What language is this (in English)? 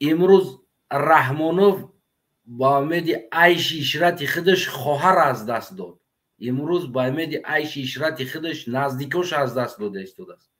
Tajik